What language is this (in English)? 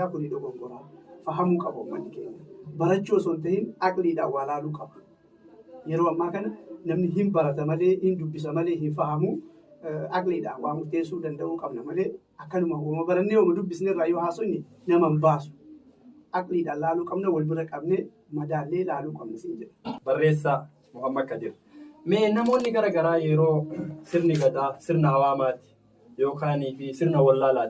Oromo